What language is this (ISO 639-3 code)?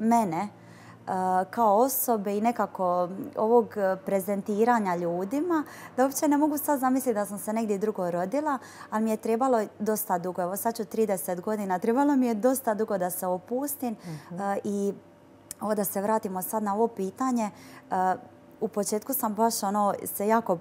hrv